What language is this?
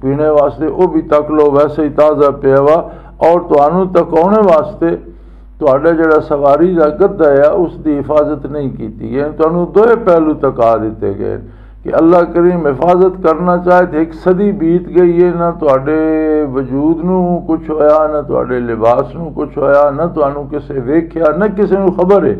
Western Panjabi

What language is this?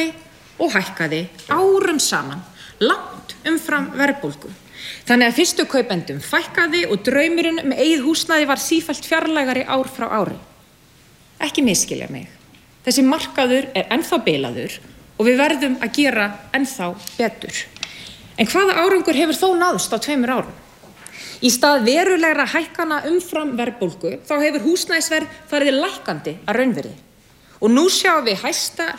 Icelandic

